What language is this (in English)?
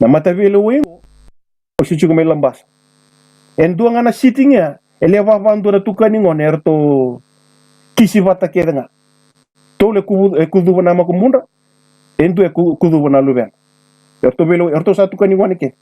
Fijian